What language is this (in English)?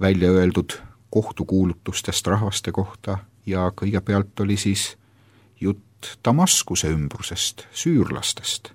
Estonian